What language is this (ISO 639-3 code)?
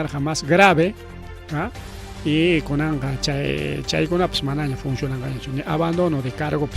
quy